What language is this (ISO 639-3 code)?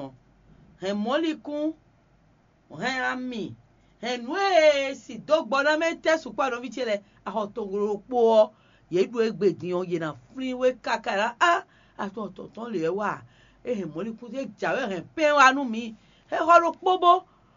fon